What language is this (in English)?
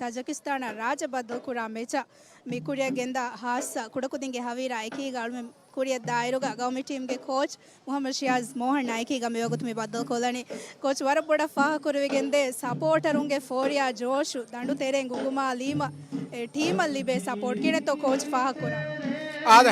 Divehi